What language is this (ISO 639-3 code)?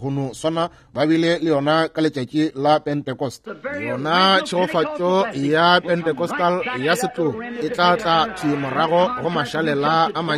nso